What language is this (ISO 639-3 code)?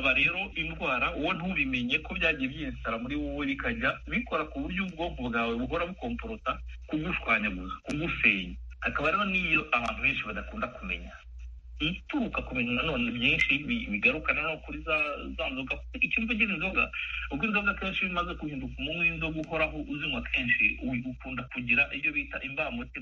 kin